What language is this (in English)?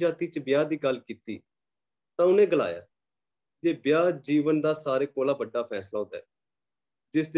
Dogri